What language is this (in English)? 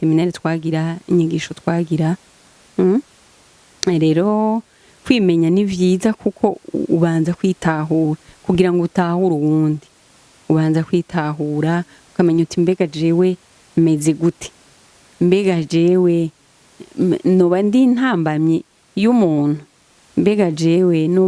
Rundi